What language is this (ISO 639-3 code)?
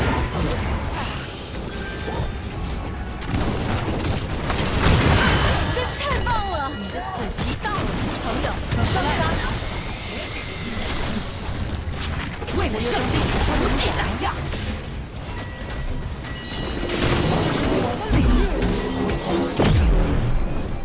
zho